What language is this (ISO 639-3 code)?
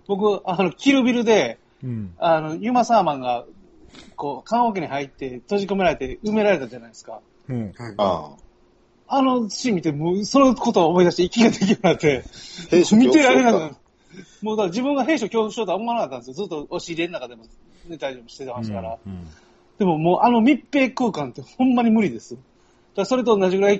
jpn